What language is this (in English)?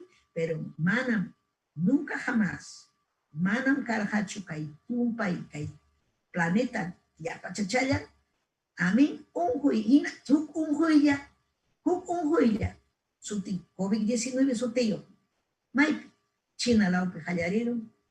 Ayacucho Quechua